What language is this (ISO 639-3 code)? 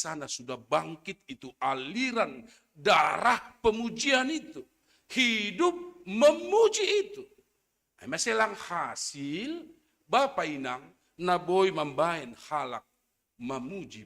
bts